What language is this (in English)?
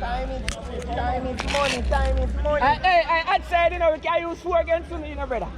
Jamaican Creole English